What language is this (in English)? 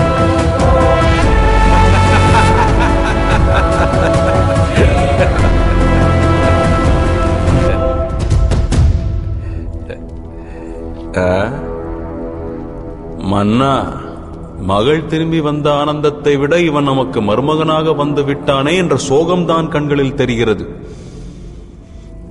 Tamil